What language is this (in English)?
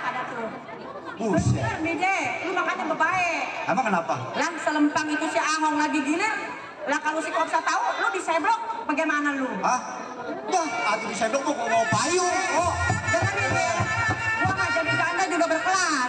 Betawi